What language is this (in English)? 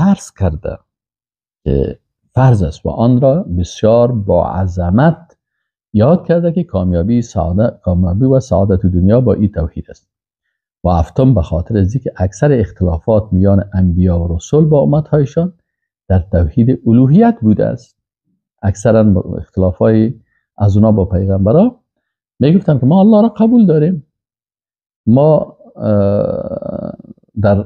Persian